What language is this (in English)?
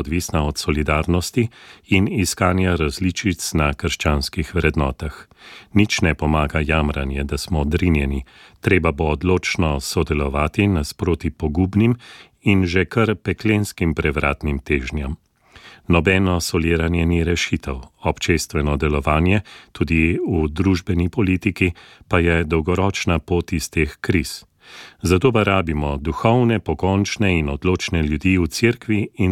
Slovenian